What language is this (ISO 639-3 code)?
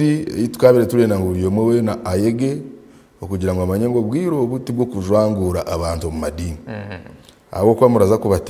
nyn